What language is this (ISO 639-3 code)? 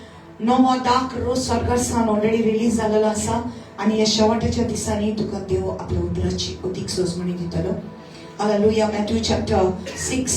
kok